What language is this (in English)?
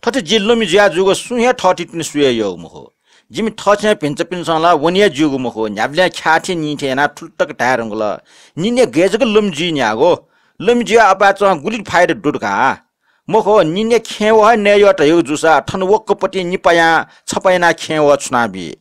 Newari